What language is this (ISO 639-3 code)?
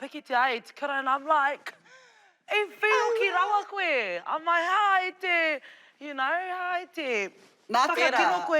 mri